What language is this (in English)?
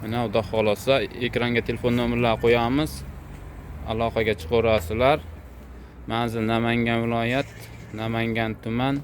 Uzbek